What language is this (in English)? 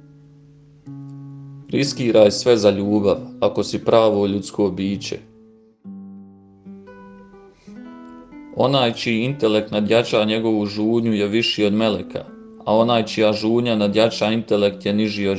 Bosnian